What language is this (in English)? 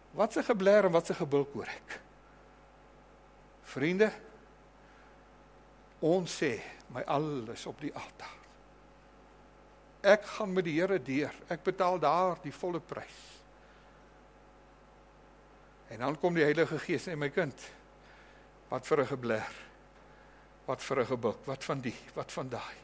Afrikaans